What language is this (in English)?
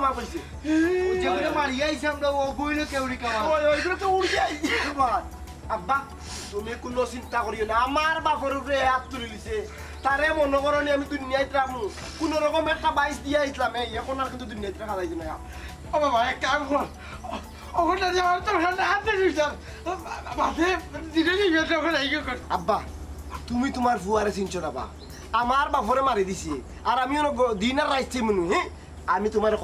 Sylheti